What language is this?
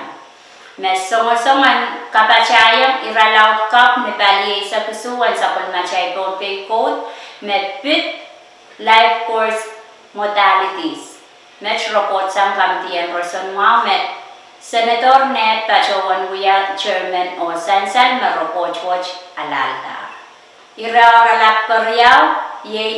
Pohnpeian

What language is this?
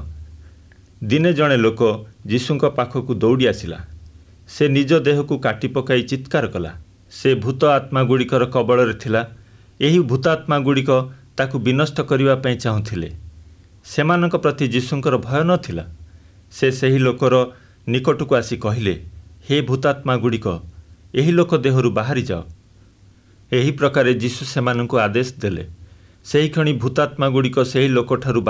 Odia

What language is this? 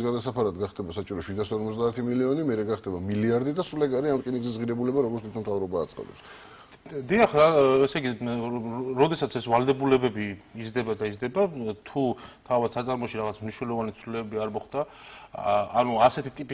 Georgian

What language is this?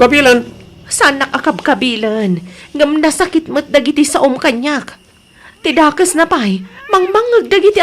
Iloko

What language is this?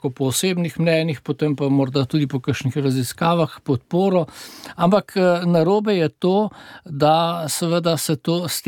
Slovenian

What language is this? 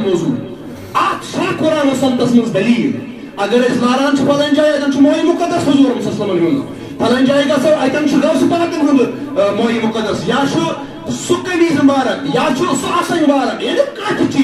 Kashmiri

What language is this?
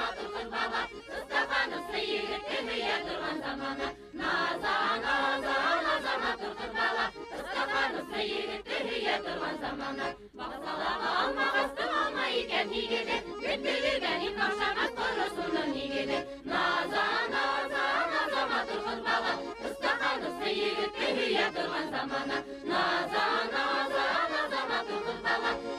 Bashkir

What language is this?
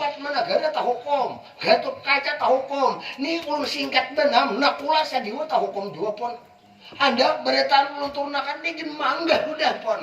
Banjar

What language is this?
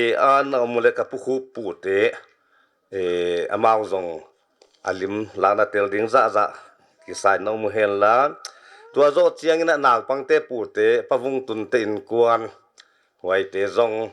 Paite Chin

